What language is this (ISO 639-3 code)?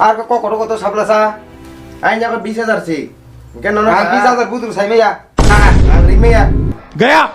trp